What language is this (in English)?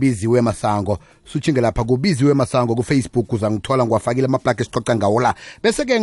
South Ndebele